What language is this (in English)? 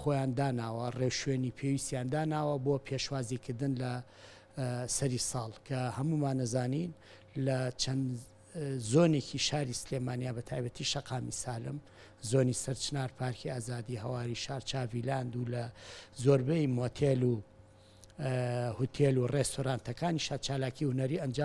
Central Kurdish